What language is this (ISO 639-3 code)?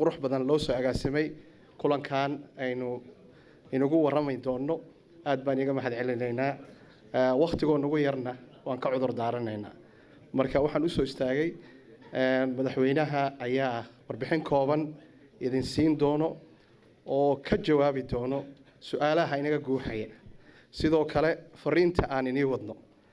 som